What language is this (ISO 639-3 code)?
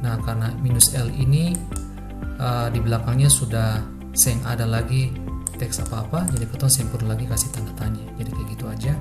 abs